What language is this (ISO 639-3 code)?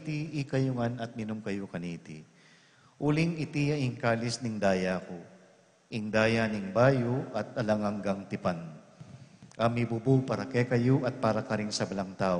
pam